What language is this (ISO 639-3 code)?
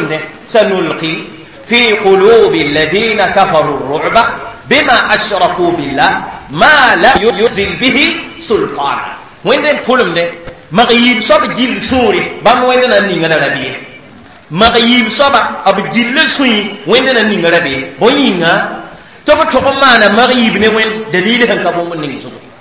mos